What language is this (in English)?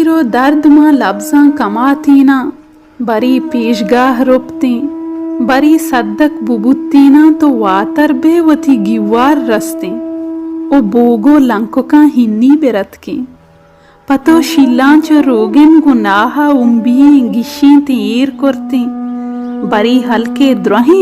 Baluchi